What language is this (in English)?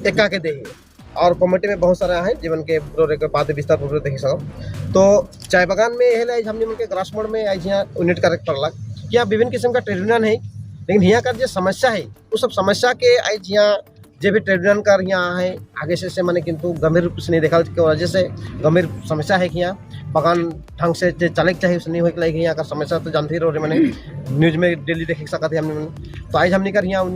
Sadri